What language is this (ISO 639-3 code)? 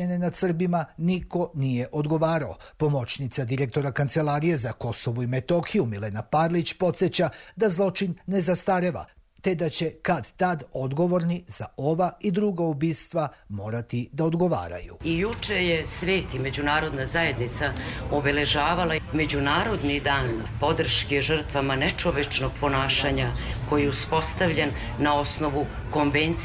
srp